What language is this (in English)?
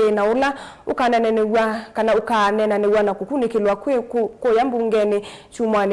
Kamba